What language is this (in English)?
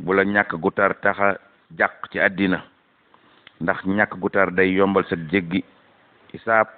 Wolof